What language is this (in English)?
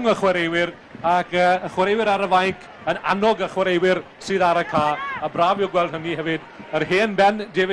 Welsh